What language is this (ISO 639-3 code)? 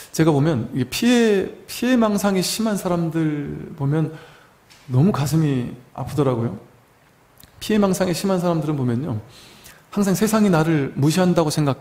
kor